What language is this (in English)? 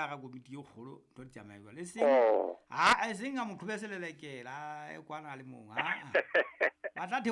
Southern Sotho